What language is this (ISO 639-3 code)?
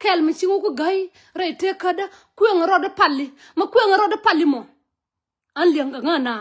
nus